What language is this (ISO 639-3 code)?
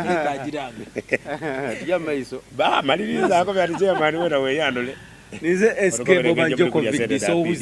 xog